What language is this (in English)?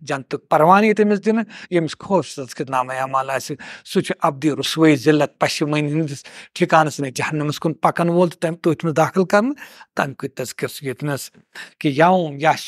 Kashmiri